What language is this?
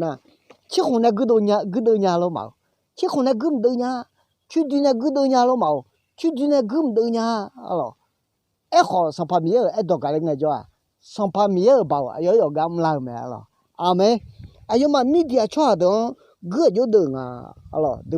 Akha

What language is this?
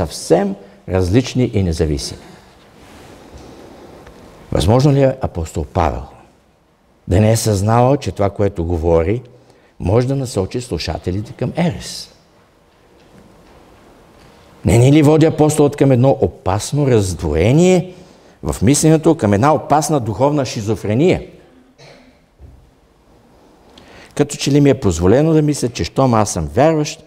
Bulgarian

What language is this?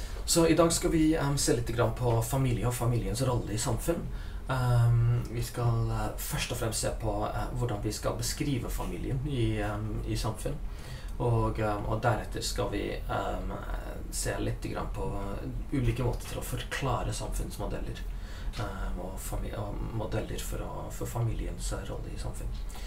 Norwegian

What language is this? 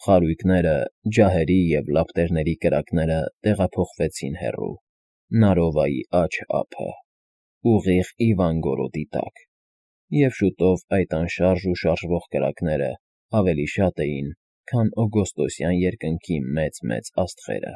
Armenian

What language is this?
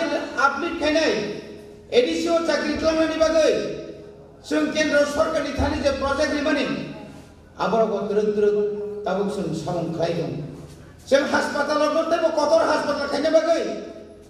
Kok Borok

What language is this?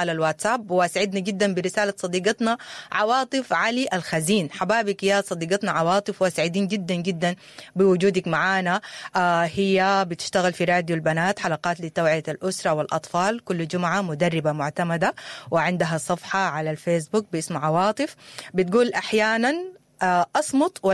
Sudanese Arabic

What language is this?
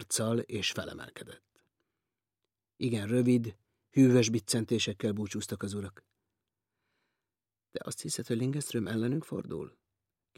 Hungarian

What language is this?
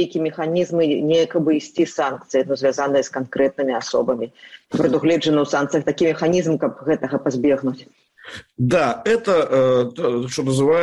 Belarusian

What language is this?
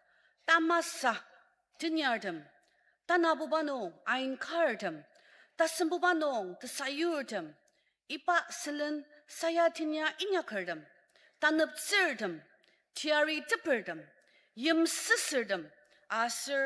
Ao Naga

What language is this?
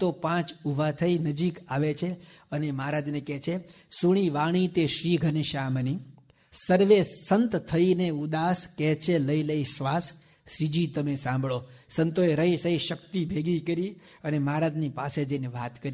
Gujarati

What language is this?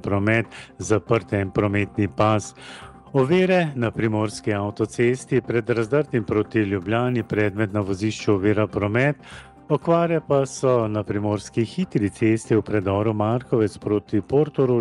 Slovenian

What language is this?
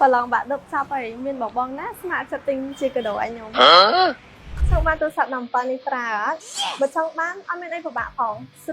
Khmer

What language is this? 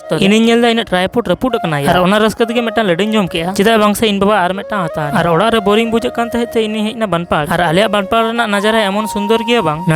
Santali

